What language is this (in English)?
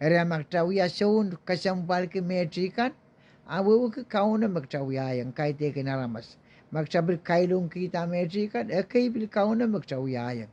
Pohnpeian